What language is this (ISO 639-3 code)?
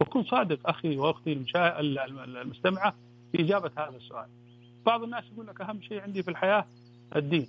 ars